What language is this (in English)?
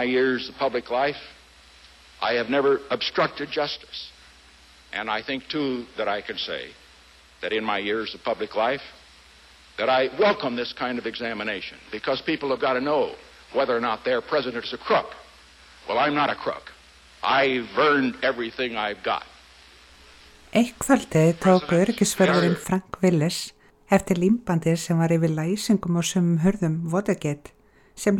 Icelandic